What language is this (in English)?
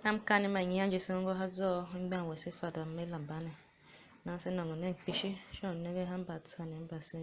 Tiv